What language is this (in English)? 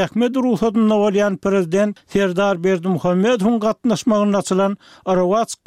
Turkmen